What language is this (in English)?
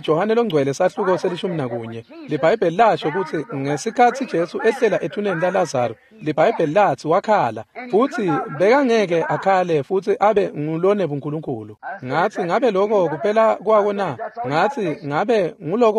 Swati